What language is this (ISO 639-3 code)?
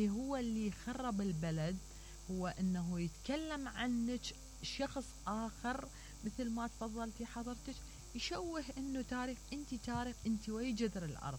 acm